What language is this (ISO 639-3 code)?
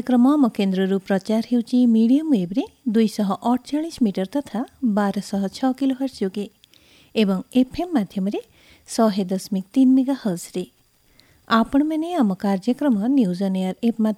ori